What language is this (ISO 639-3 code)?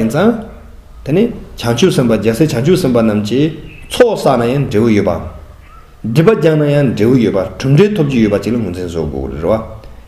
bod